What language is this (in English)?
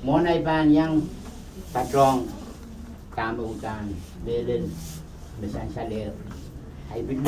Pohnpeian